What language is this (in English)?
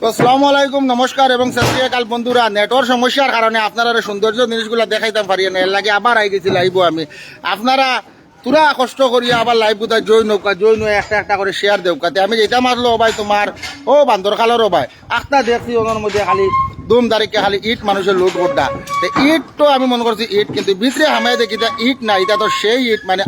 Sylheti